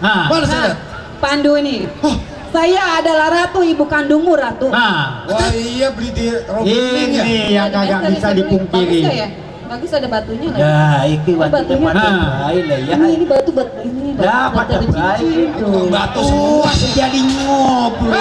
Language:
Betawi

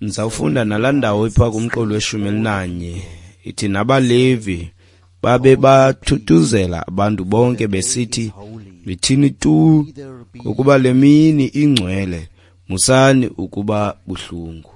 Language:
Xhosa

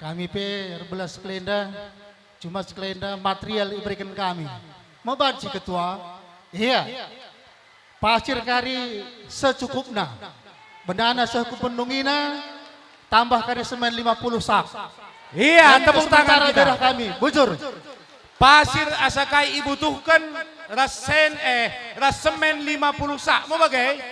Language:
Batak Karo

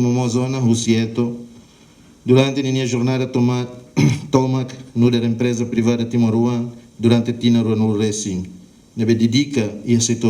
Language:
Tetum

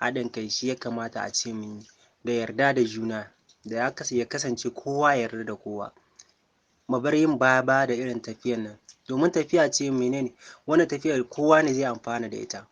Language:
Hausa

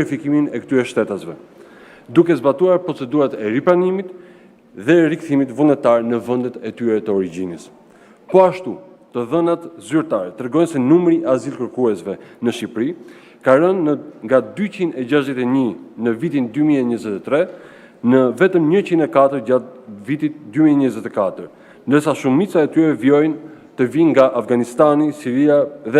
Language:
Albanian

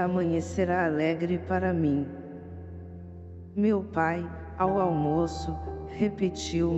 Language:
Portuguese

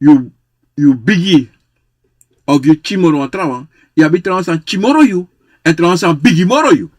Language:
Sranan Tongo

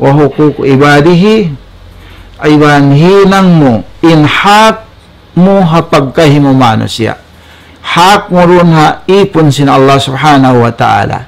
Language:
Tausug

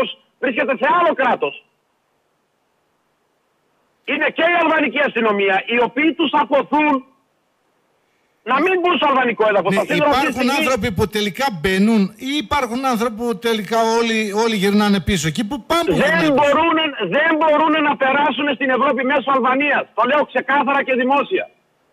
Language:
Greek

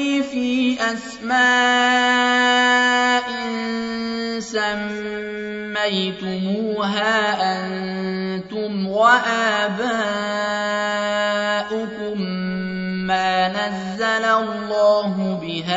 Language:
Arabic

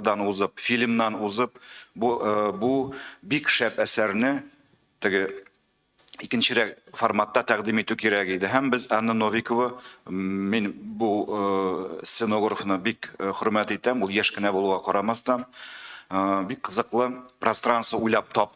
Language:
Tatar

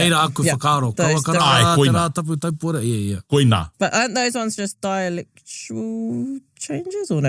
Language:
Māori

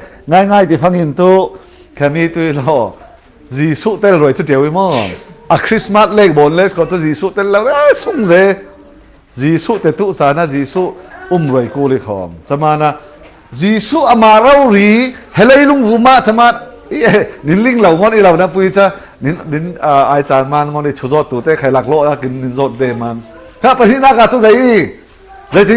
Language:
Falam Chin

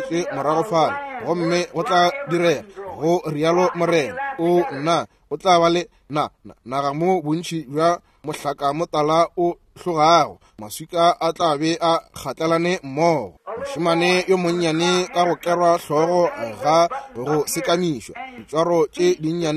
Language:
Northern Sotho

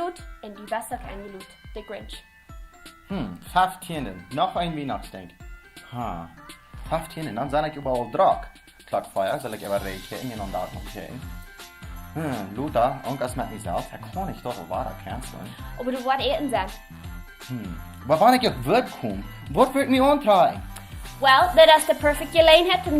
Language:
Plautdietsch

